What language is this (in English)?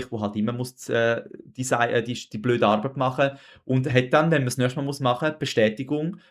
Swiss German